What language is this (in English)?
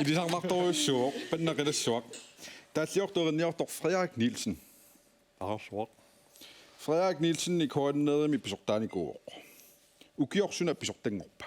Kalaallisut